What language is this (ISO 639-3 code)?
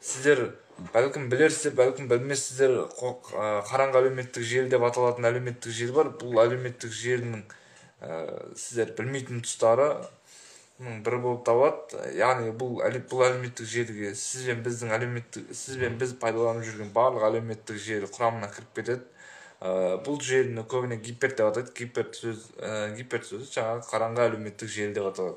kaz